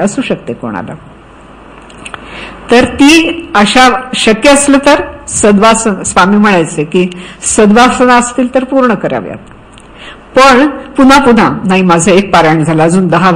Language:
Marathi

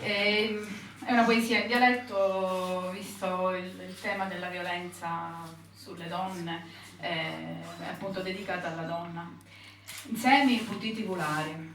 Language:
Sicilian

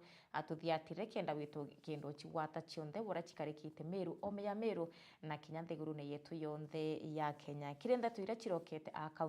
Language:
Meru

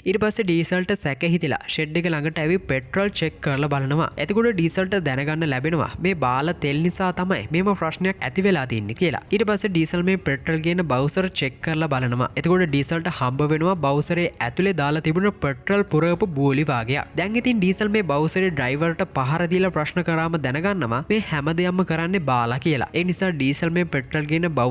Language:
Sinhala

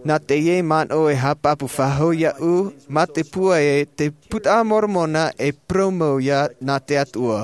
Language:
Tahitian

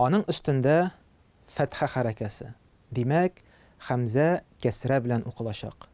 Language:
Tatar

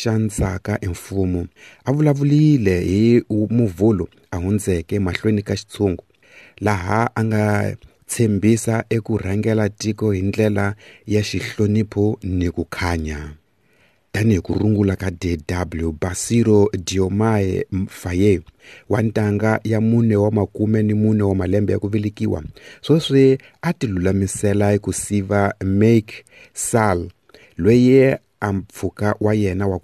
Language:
Tsonga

